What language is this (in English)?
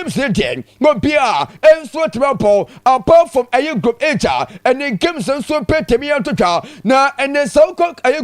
Akan